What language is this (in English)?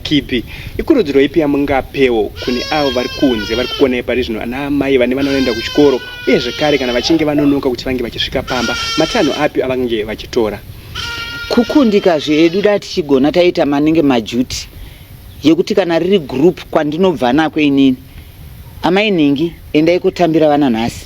Shona